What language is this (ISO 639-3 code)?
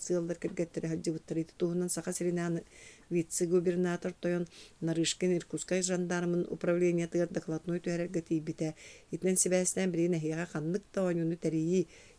sah